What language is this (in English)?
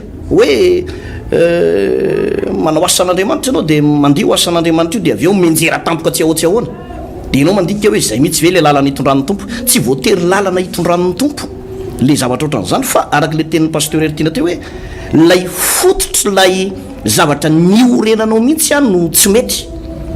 Malagasy